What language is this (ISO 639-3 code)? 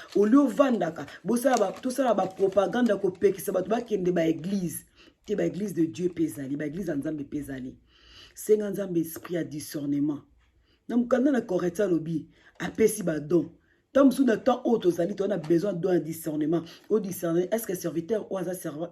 lin